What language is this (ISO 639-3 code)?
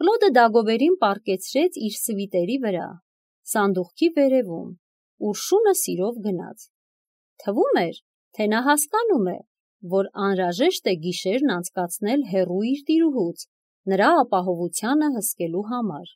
hye